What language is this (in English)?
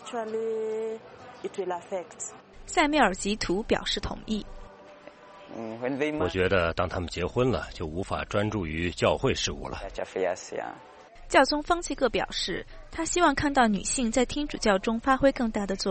Chinese